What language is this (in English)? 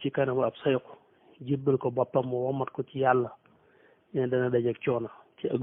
Wolof